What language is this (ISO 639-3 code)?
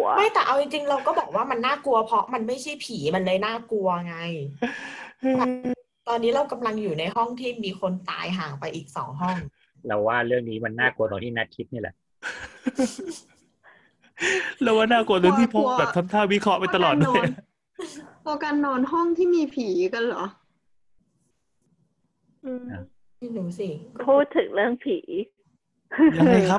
tha